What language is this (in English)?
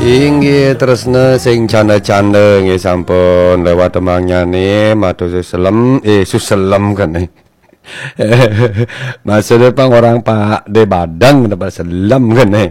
Balinese